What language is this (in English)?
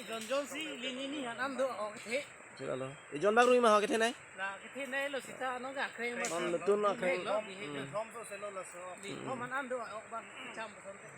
Karbi